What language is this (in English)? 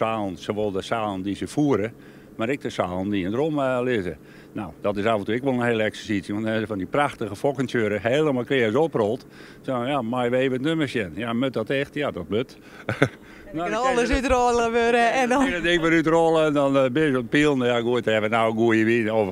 Western Frisian